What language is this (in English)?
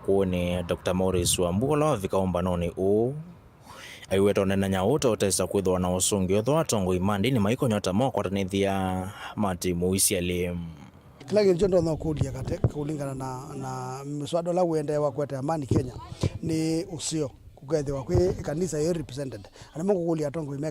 Kamba